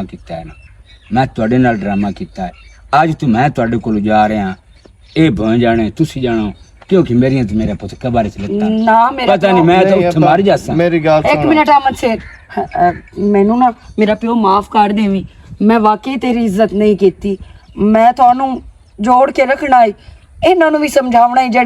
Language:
Western Panjabi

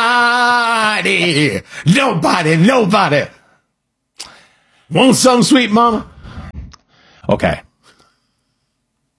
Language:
English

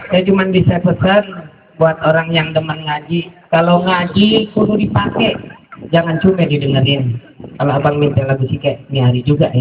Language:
Betawi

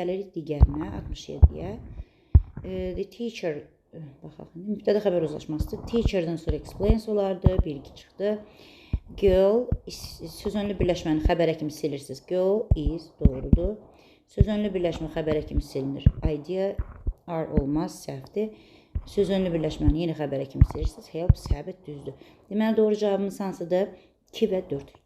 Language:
Azerbaijani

